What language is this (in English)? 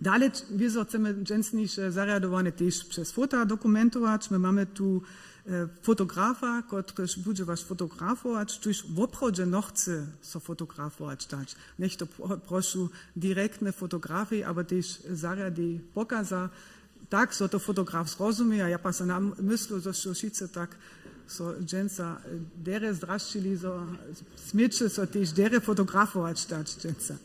Upper Sorbian